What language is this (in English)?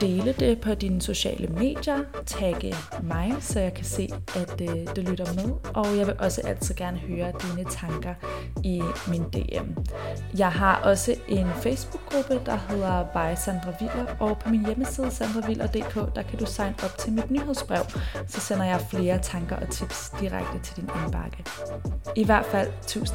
Danish